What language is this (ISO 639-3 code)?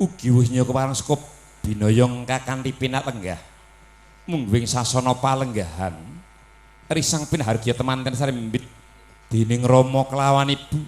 jav